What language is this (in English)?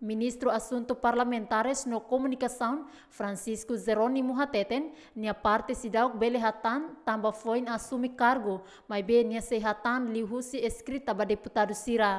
Tetum